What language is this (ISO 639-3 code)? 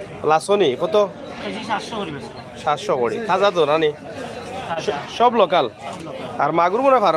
syl